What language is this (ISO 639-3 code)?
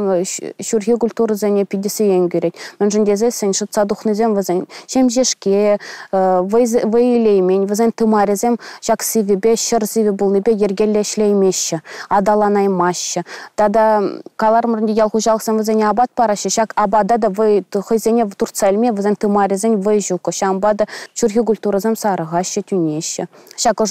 chv